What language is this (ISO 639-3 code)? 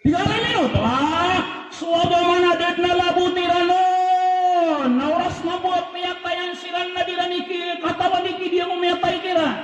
mrw